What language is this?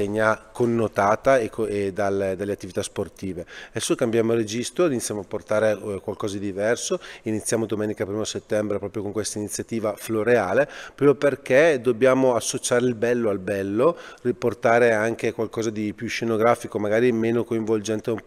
Italian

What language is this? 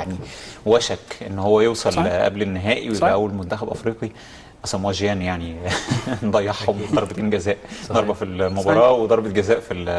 Egyptian Arabic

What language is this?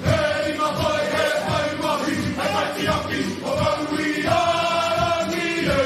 Māori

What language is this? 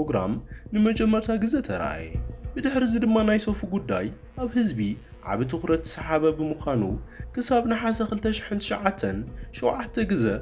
Tigrinya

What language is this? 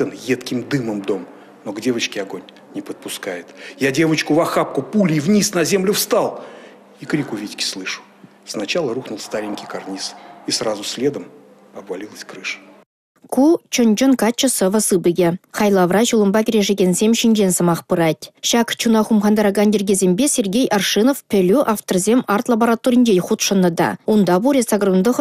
Chuvash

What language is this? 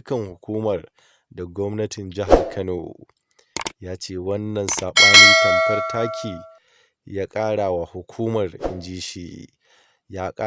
Hausa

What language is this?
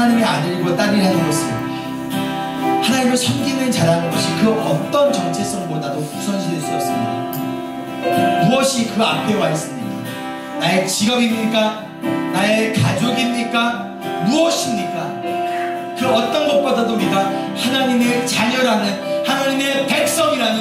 Korean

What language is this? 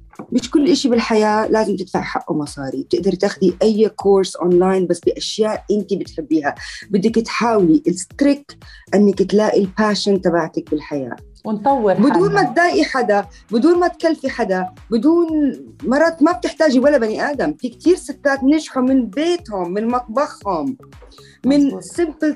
North Levantine Arabic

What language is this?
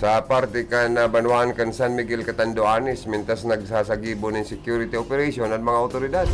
Bikol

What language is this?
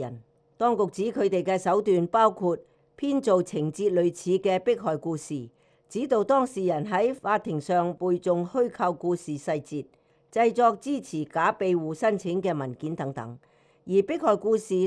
Cantonese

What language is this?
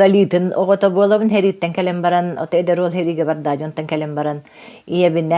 Yakut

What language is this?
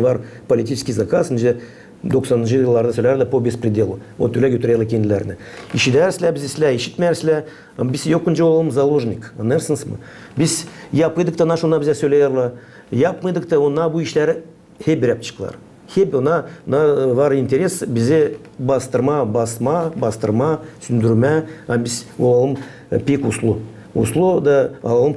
Gagauz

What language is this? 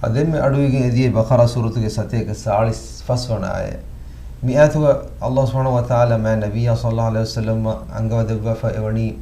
Divehi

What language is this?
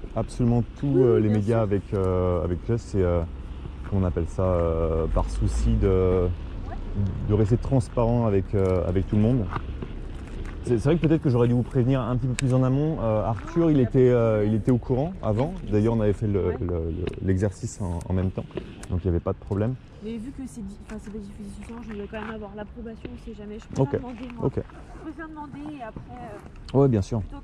French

